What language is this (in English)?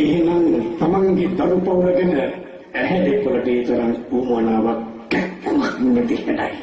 Sinhala